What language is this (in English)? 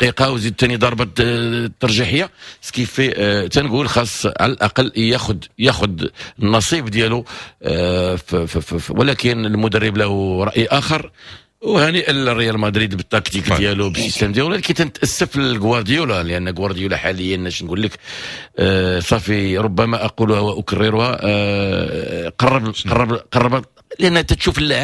Moroccan Arabic